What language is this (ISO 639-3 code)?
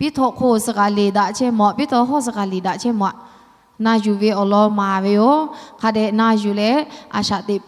lhu